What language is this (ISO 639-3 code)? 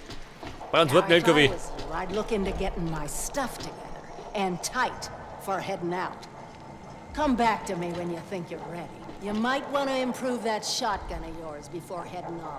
bar